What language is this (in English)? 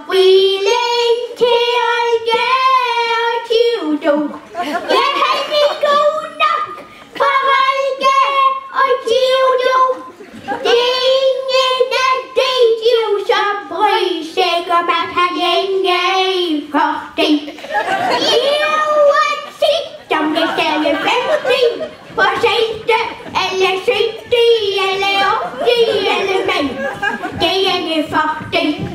Danish